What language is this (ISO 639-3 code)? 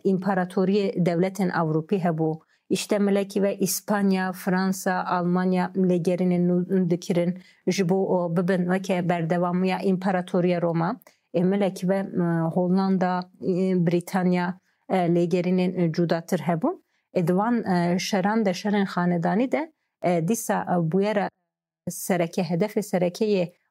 kur